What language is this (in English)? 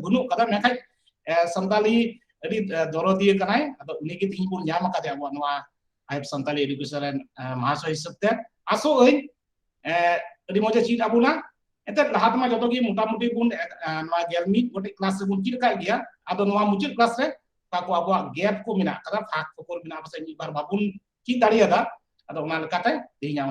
Santali